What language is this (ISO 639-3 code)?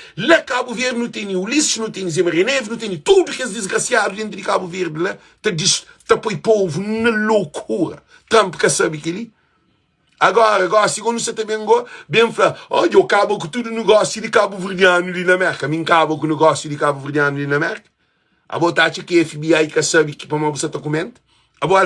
kea